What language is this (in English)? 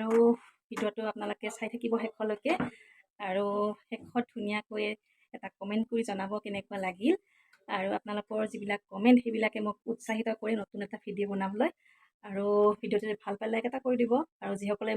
Assamese